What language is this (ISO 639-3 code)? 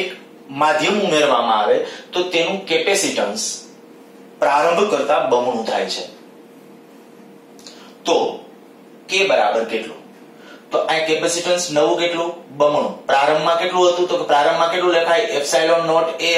guj